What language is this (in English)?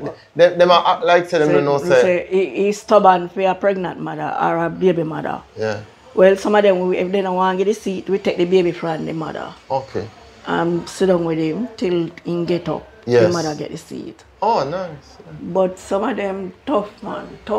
Jamaican Creole English